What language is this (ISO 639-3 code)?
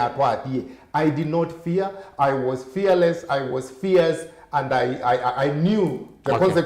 kam